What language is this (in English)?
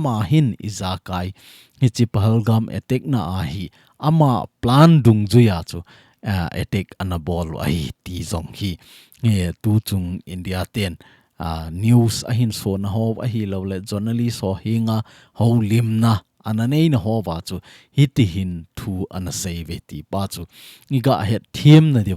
Thado Chin